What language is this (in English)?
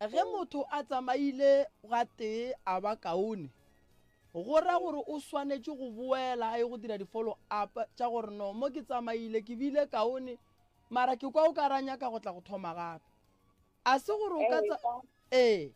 Northern Sotho